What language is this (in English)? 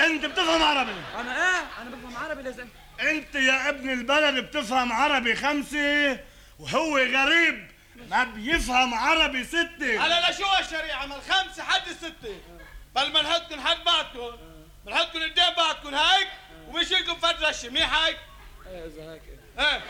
North Levantine Arabic